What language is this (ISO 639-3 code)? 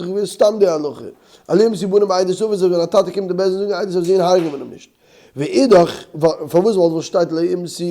yid